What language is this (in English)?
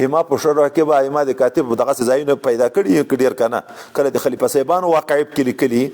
Pashto